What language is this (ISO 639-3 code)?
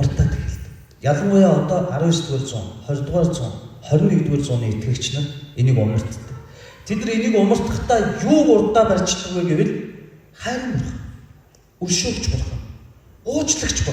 mon